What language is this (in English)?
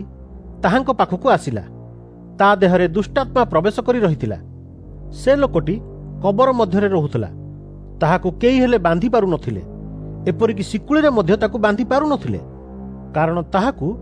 Odia